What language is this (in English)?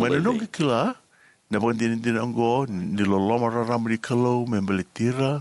Fijian